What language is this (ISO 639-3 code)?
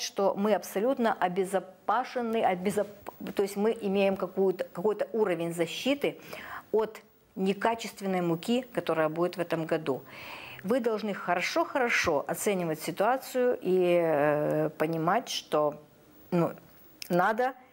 rus